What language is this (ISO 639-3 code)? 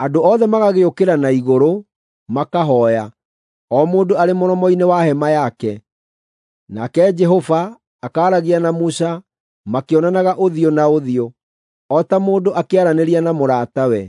kik